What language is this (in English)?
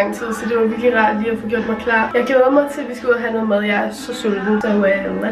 Danish